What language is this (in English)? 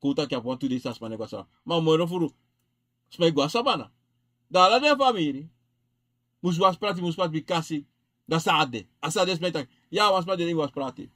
Sranan Tongo